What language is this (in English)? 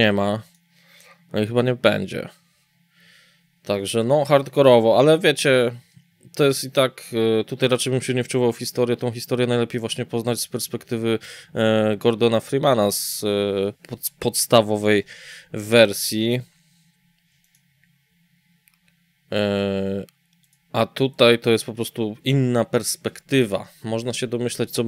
Polish